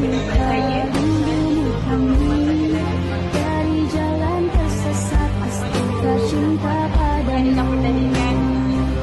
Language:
Malay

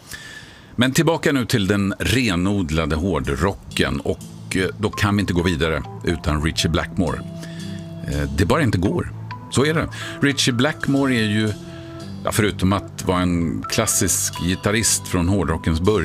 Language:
Swedish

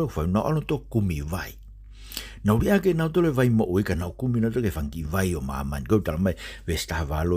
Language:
Tongan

